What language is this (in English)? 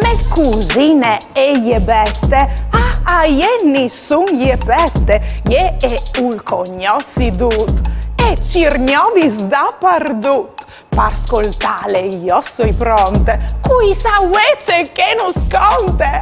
Friulian